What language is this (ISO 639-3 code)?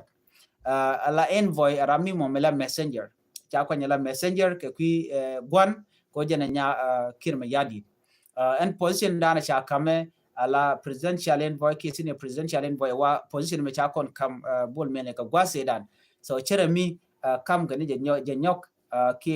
nus